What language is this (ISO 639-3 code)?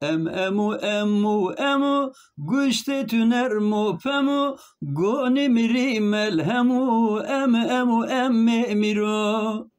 zza